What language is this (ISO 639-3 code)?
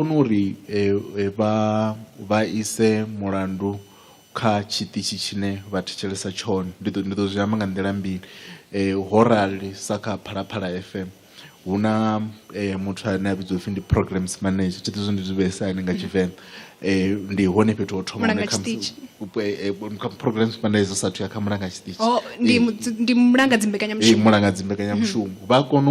ven